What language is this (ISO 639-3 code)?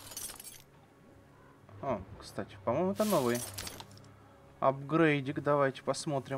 rus